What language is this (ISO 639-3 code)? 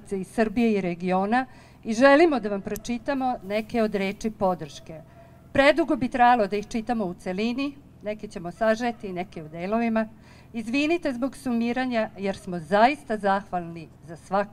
srp